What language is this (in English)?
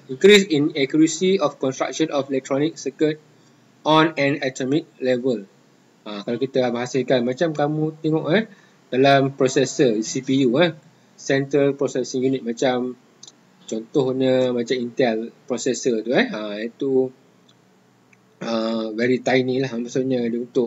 Malay